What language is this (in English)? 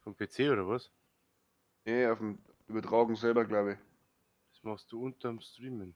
Bavarian